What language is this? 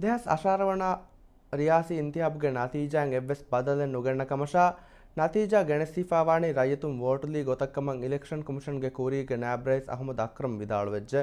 Divehi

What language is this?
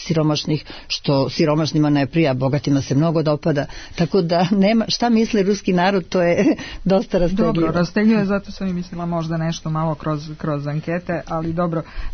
Serbian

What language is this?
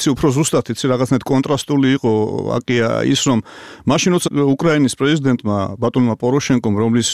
Georgian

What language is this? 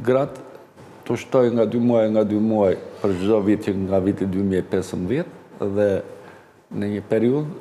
Albanian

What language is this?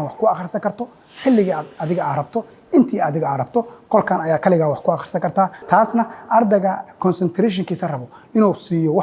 Somali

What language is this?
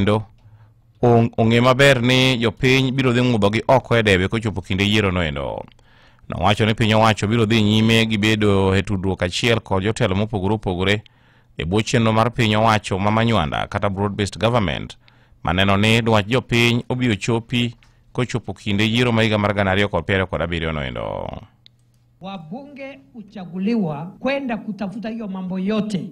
Luo (Kenya and Tanzania)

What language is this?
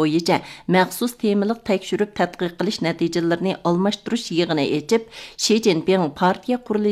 Uyghur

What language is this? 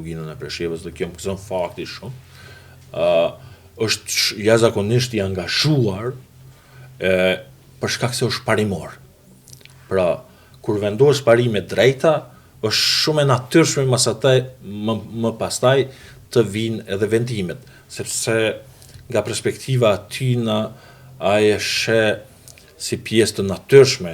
Albanian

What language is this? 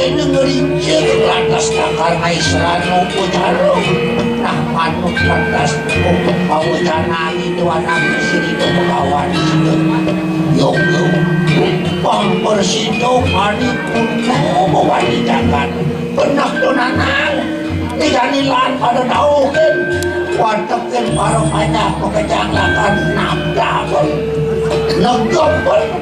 Balinese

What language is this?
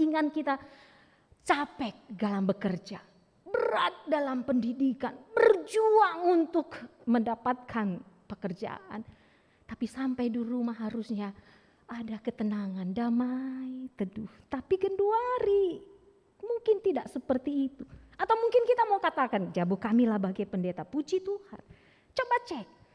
Batak Karo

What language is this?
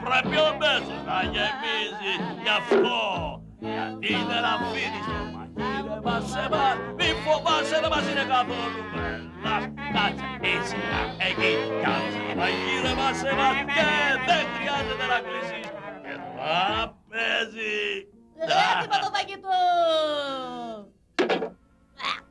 Greek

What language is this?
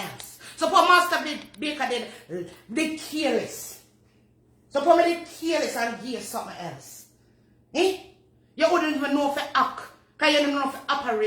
Jamaican Creole English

